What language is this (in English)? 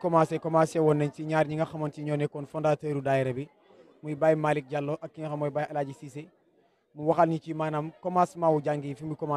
Wolof